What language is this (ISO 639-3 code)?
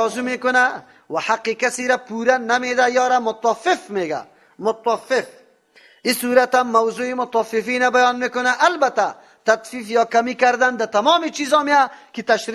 fas